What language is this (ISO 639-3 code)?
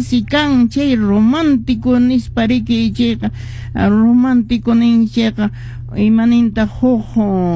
que